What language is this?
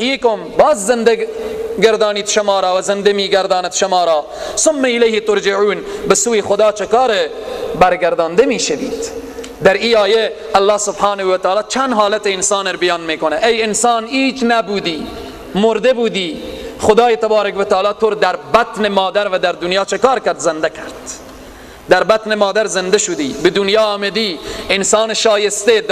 Persian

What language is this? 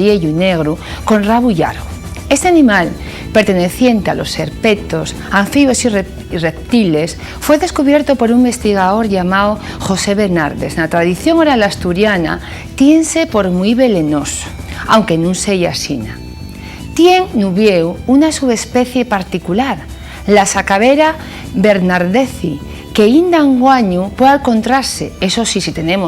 Asturian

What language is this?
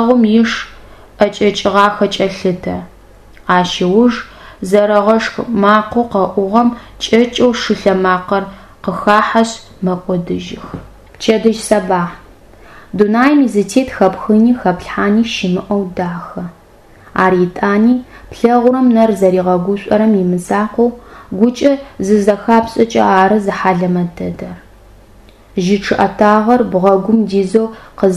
Adyghe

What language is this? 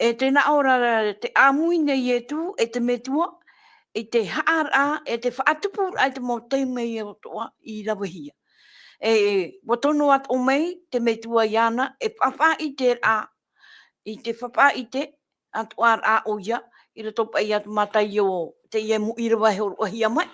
Tahitian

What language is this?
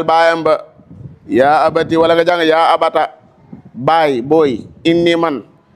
Wolof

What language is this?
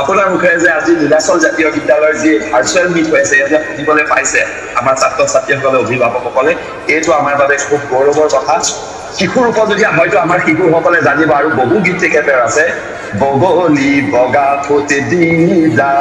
Assamese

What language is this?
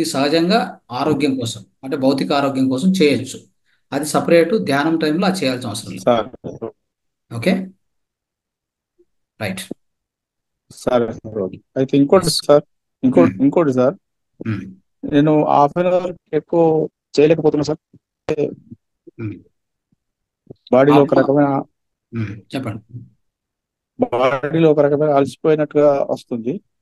Telugu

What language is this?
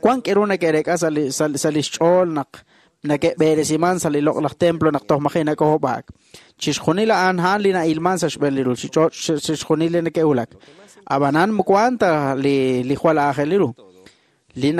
Kekchí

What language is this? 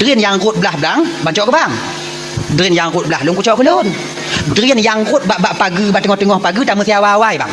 Achinese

